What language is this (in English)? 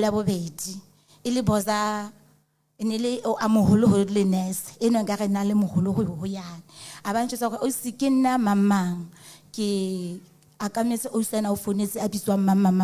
Southern Sotho